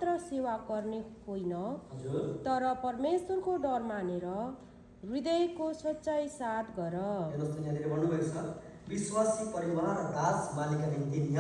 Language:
Nepali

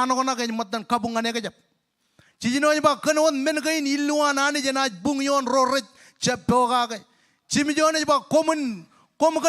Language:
Marshallese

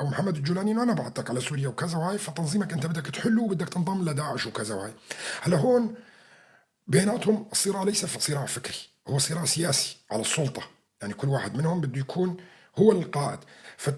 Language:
North Levantine Arabic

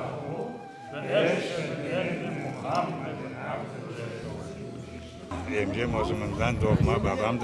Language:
Crimean Tatar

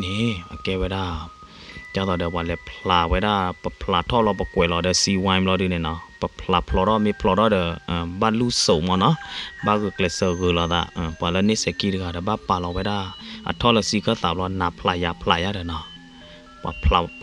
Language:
S'gaw Karen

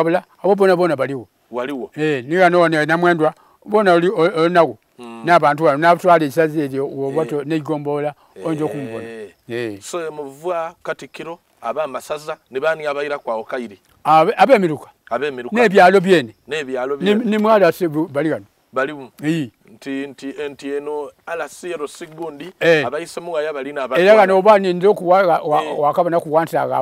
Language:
Soga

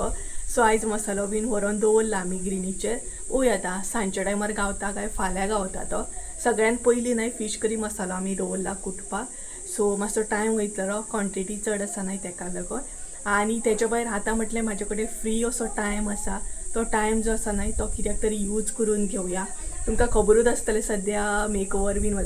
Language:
Konkani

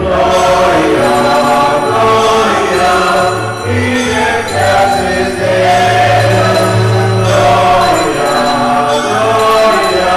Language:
Pampanga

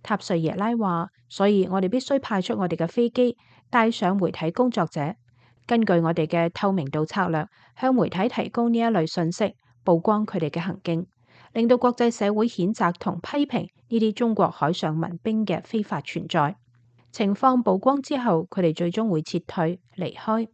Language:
Cantonese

